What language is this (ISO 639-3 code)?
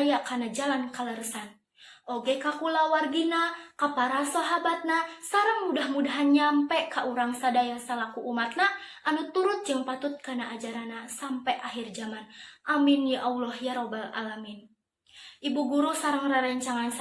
sun